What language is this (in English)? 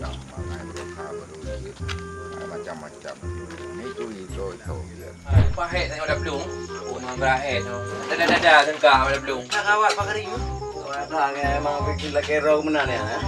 Achinese